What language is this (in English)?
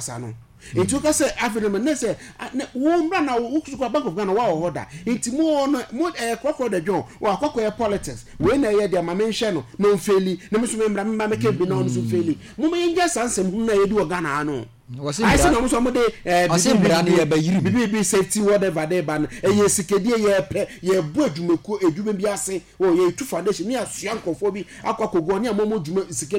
Akan